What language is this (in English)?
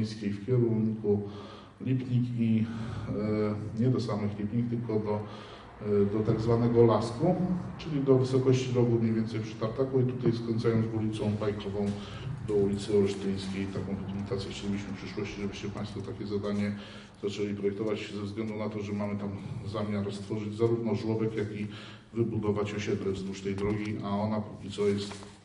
Polish